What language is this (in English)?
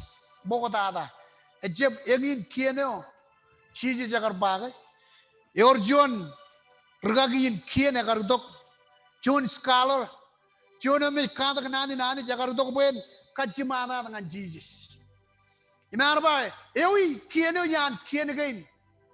Marshallese